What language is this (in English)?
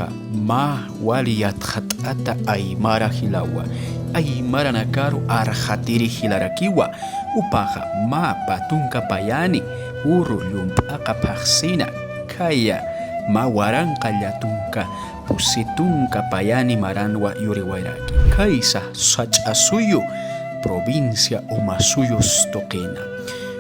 Aymara